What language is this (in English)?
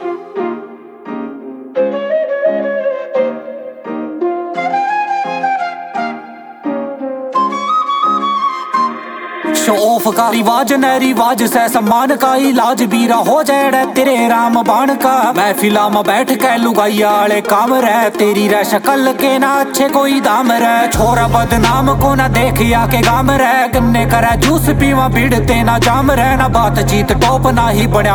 Haryanvi